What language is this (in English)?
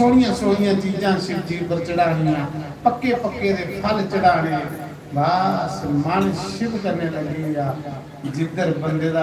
Dogri